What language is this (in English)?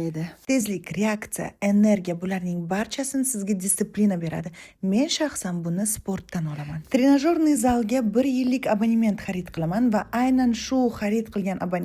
Uzbek